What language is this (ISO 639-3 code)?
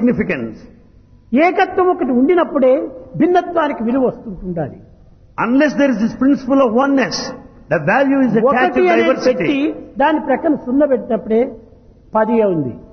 tel